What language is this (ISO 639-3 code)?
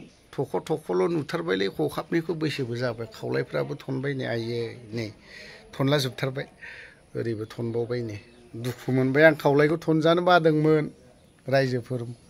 brx